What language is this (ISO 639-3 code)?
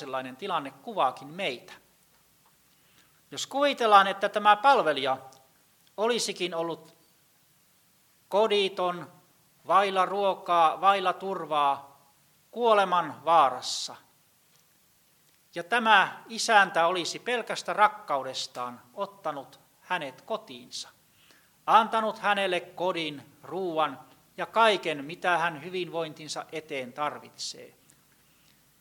fin